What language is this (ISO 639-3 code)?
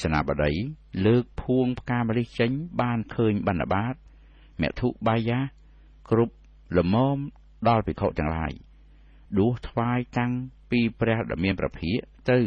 khm